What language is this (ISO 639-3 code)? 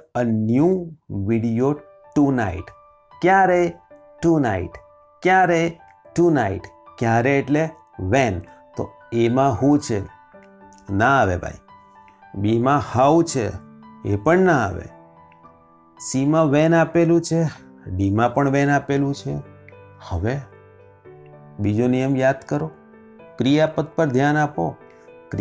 guj